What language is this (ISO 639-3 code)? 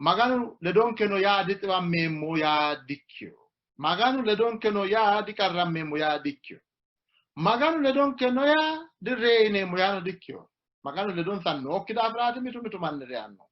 sid